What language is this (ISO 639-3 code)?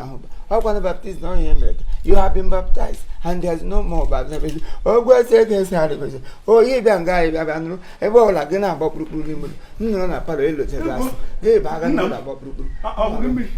ibo